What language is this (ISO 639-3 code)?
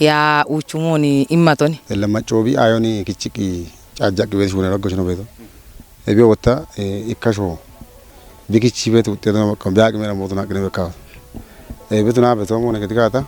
kbr